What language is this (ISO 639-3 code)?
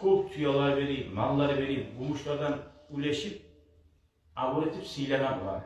kum